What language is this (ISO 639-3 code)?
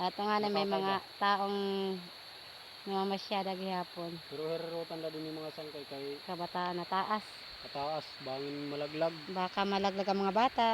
war